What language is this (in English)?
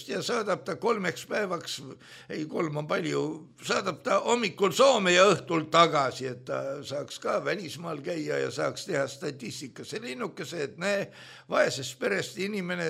Estonian